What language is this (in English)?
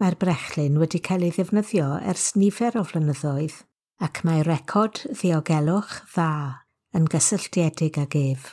Welsh